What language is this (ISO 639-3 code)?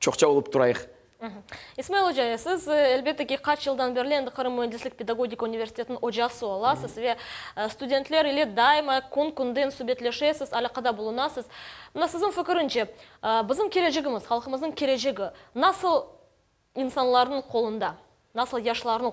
crh